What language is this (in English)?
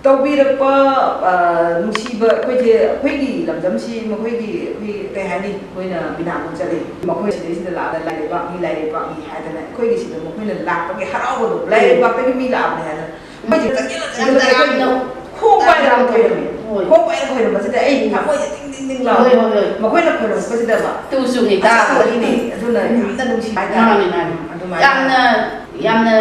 Manipuri